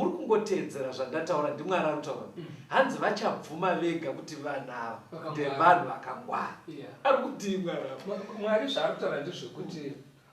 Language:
Shona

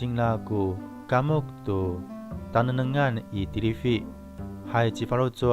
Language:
Amis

